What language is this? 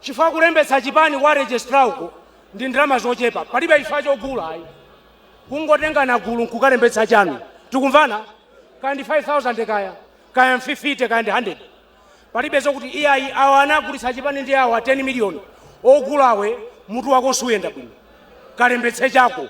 Nyanja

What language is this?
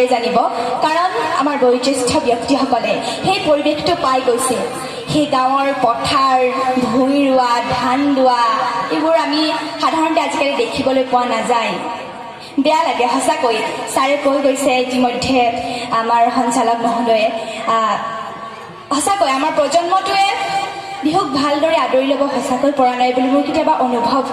Assamese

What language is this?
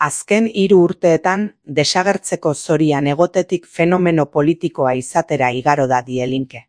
Basque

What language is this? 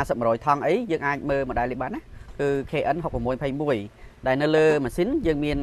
Khmer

